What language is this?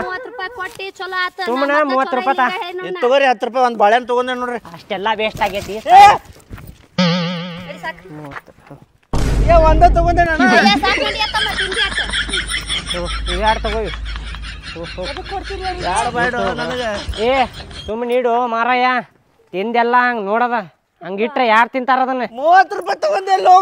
Kannada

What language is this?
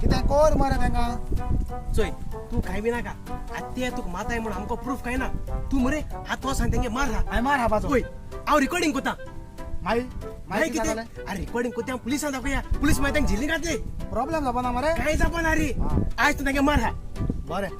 Konkani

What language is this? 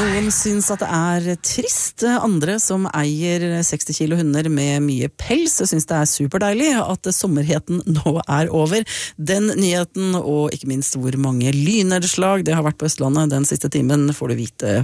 Norwegian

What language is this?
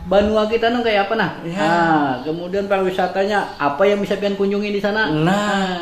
Banjar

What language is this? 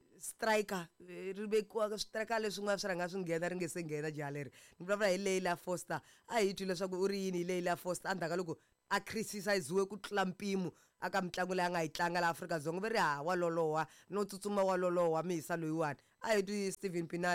Tsonga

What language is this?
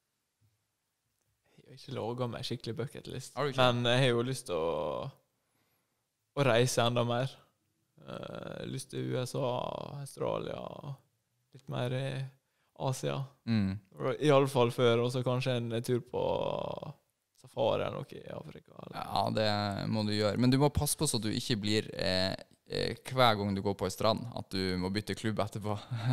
Norwegian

